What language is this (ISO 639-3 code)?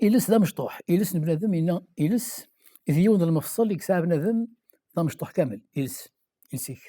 kab